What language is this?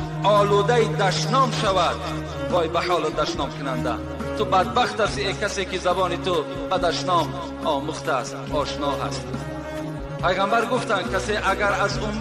Tajik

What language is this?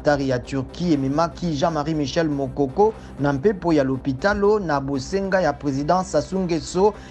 Lingala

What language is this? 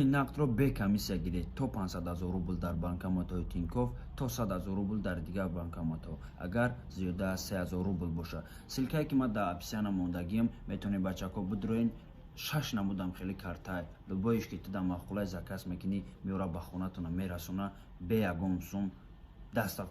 Tajik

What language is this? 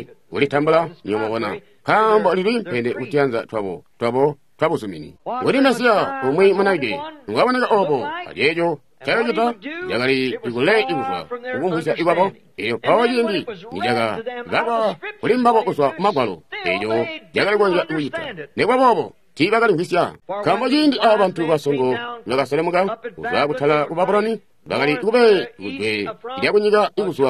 Tonga (Zambia)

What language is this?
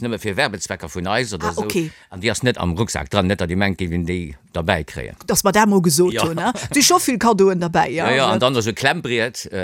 Luxembourgish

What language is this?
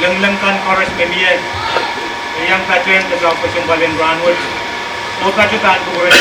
Pohnpeian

